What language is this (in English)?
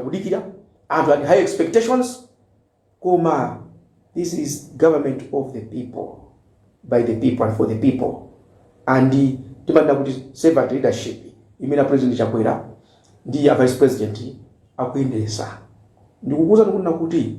Nyanja